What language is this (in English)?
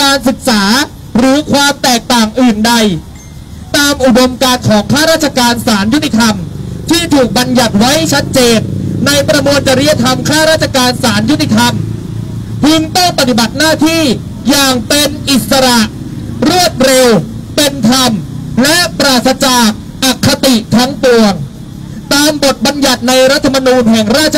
Thai